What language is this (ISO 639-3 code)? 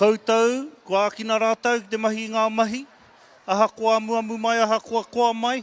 mri